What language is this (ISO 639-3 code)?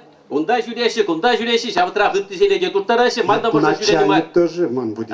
chv